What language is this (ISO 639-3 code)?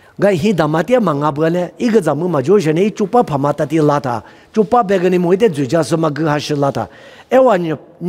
lis